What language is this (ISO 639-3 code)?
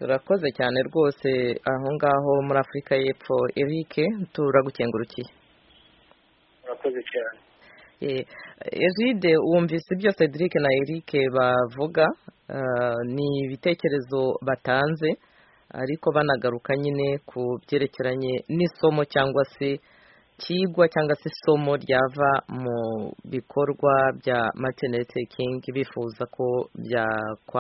kin